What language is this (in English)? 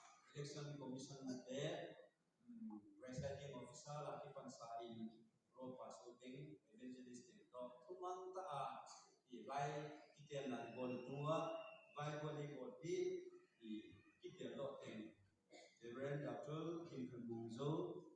Tedim Chin